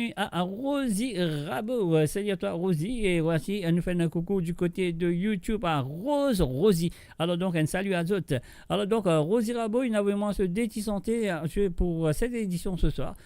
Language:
Morisyen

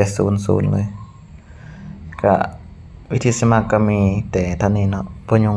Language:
Lao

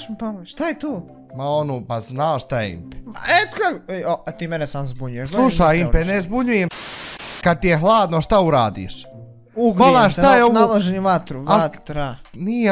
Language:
Bosnian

